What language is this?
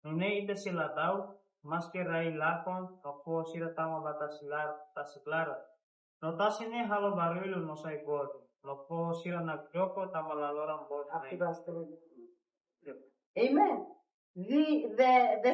Tetum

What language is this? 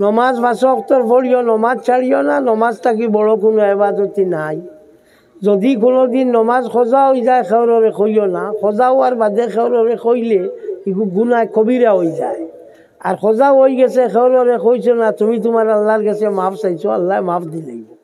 Sylheti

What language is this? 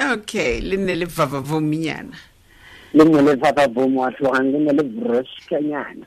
Tswana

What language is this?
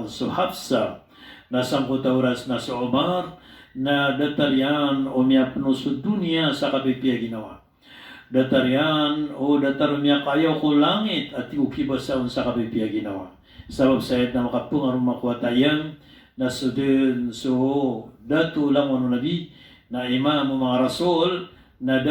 Maranao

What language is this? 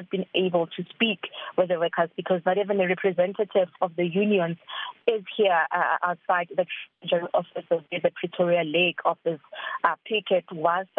English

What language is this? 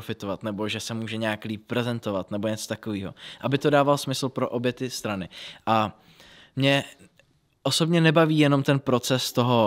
Czech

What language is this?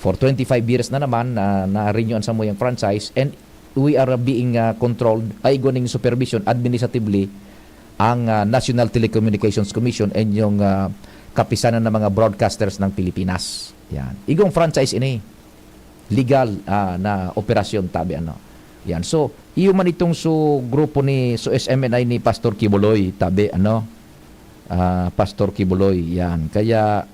Bikol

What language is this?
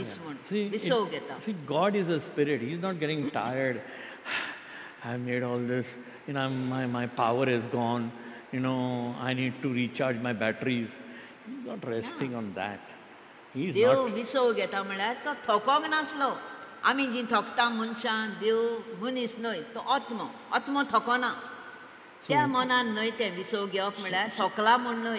Konkani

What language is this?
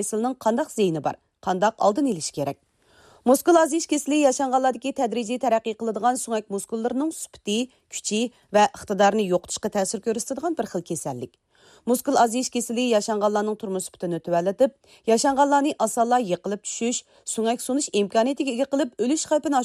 Uyghur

